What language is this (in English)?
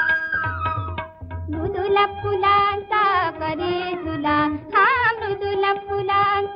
Marathi